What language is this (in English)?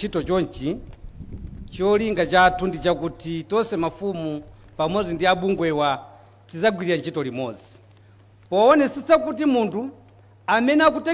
Nyanja